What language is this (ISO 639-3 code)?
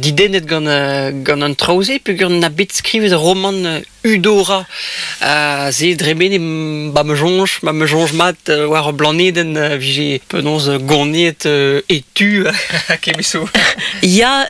bre